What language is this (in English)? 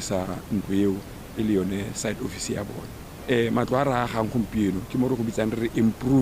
Tswana